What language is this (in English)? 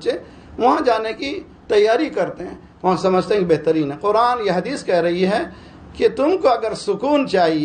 Urdu